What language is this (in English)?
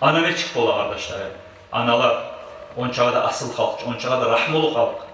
Kumyk